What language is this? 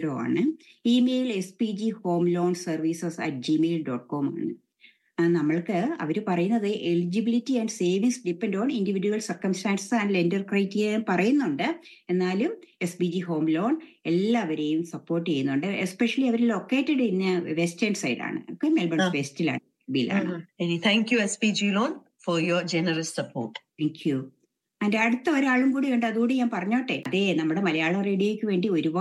Malayalam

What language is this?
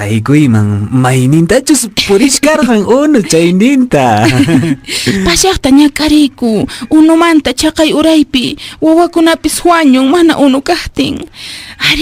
Quechua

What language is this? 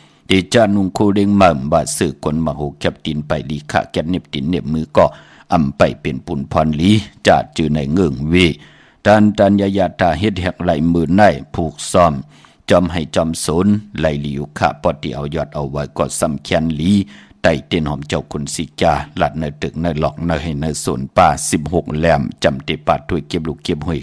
Shan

